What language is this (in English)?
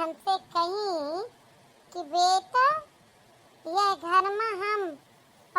Awadhi